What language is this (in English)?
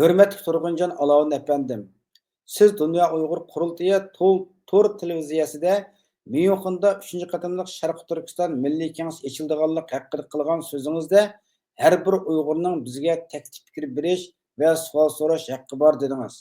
Uyghur